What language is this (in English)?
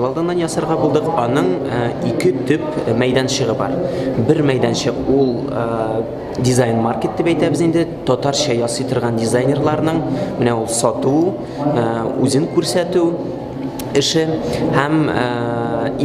Tatar